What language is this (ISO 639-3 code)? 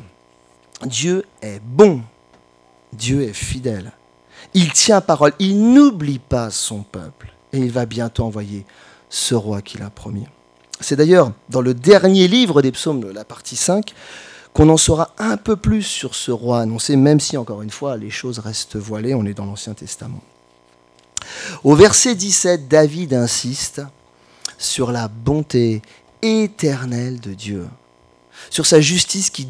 fra